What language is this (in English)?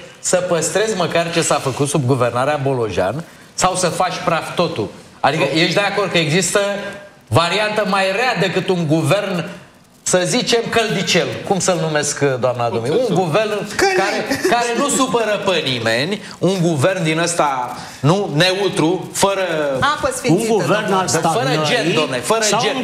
Romanian